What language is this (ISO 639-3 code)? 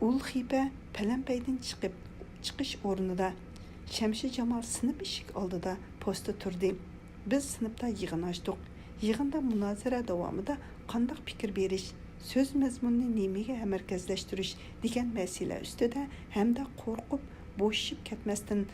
uig